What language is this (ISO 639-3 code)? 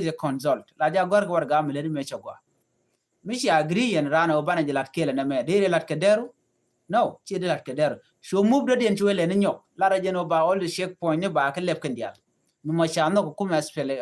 nus